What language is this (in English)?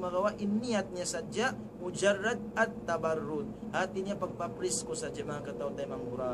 Tausug